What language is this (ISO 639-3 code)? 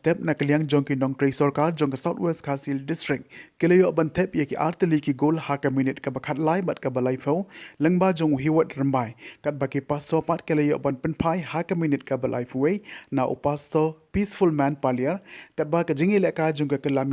kha